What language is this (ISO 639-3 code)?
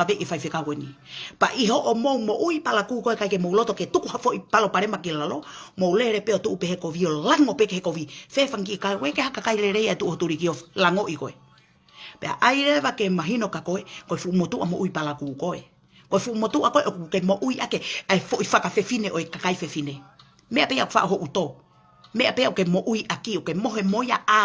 ton